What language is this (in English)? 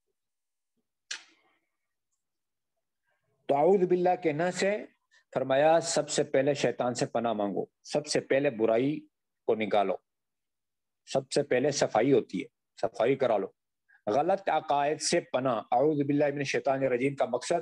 Urdu